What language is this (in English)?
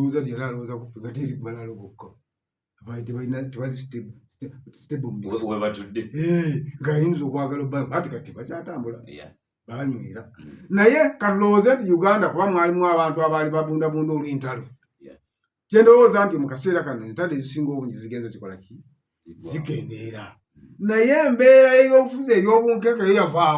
Ganda